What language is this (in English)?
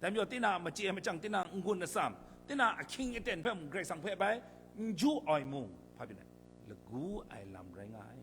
Kachin